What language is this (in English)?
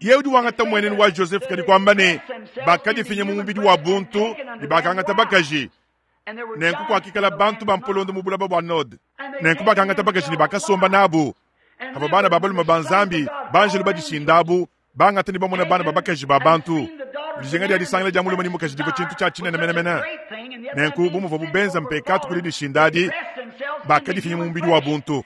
Luba-Lulua